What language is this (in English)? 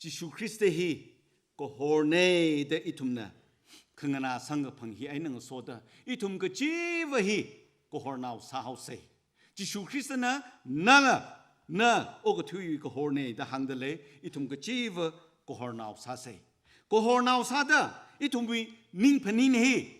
Tangkhul Naga (India)